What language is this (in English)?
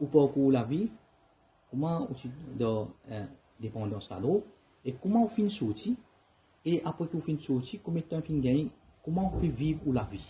Morisyen